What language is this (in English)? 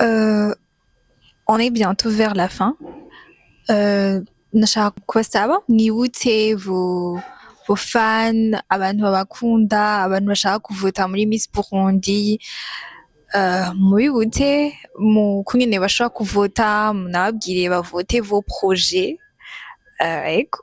Rundi